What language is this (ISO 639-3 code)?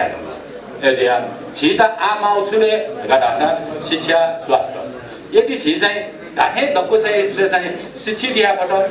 new